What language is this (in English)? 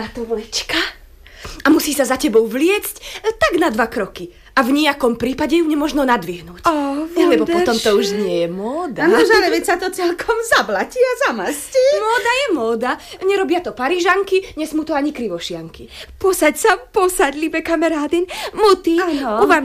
Slovak